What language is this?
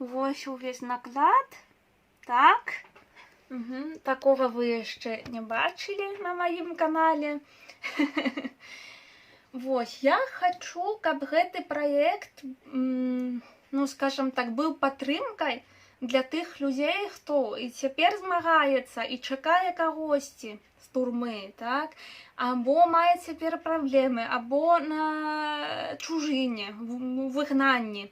Belarusian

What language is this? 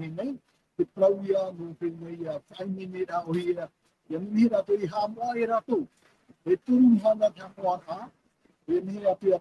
Tahitian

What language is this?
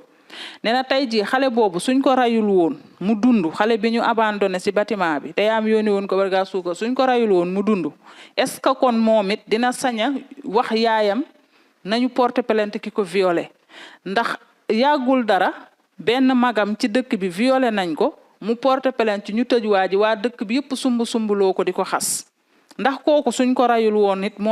Wolof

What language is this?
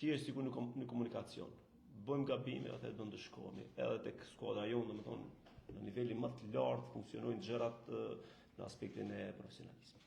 Albanian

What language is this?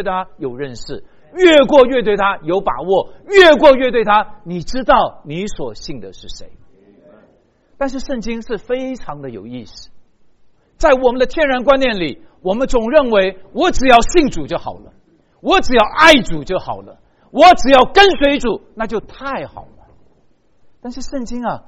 Chinese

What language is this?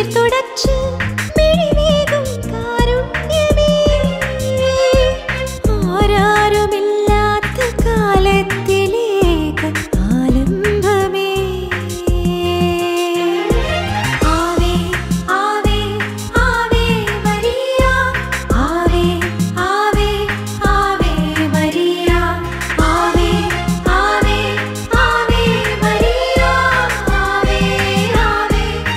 Malayalam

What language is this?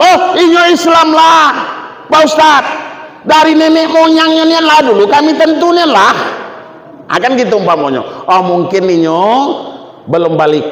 Minangkabau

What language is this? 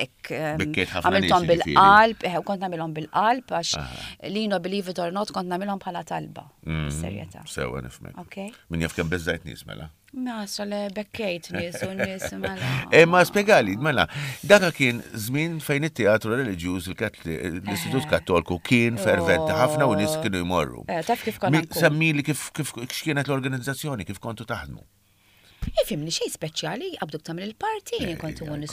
Maltese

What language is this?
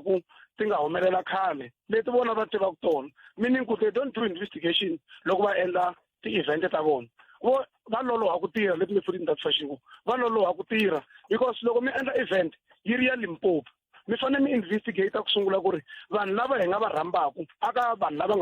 Tsonga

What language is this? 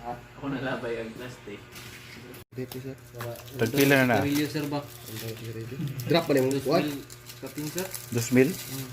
Cebuano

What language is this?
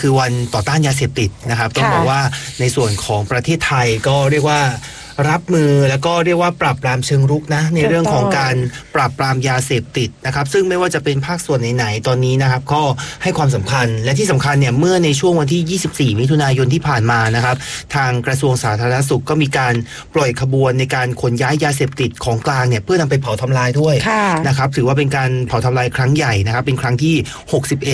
Thai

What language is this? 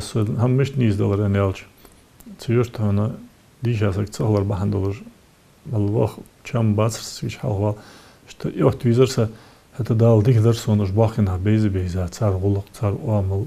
Ingush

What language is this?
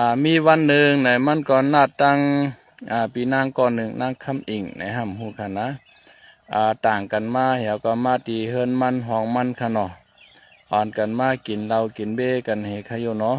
Shan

